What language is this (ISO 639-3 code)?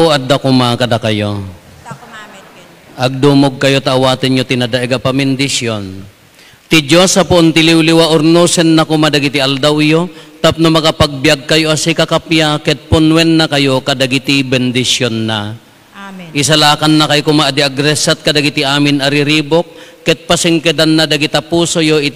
ilo